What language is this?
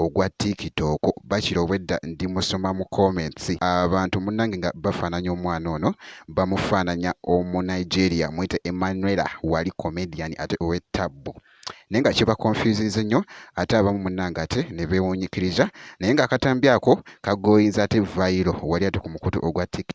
Ganda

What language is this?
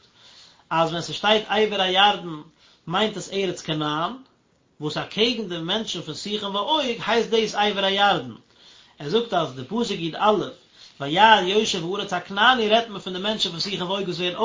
Yiddish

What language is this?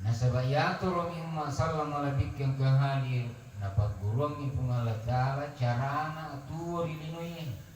Buginese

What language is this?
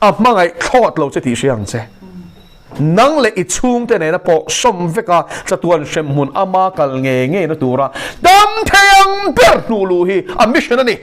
Mizo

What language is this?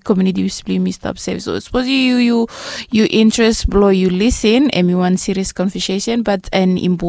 Bislama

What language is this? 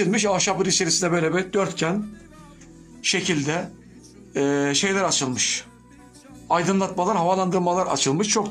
Turkish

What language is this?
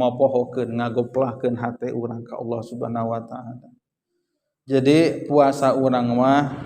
Sundanese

